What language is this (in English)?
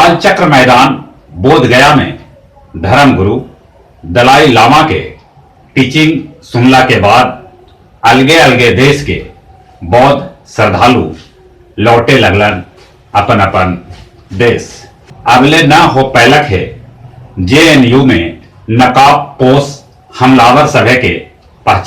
Magahi